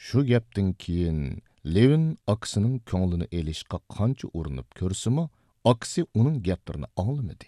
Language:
Uyghur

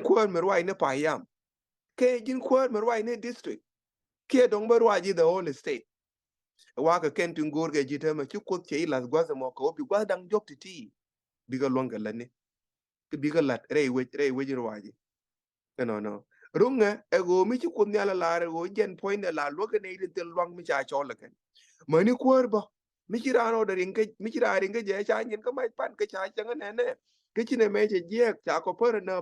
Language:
Nuer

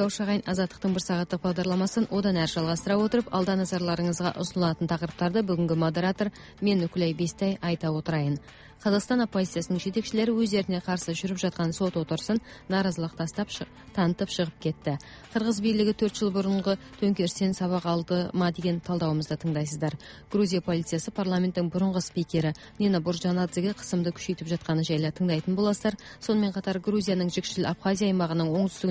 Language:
Kazakh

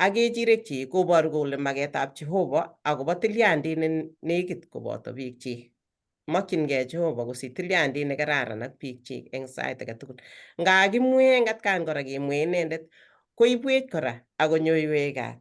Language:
Kalenjin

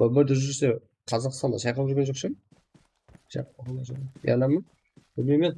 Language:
Kara-Kalpak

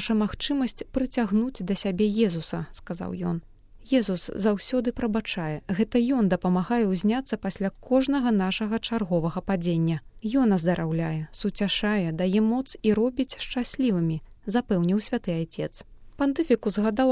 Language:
Belarusian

